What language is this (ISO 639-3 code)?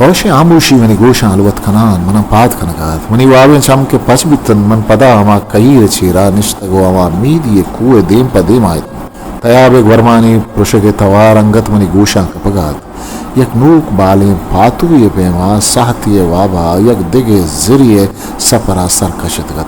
bgp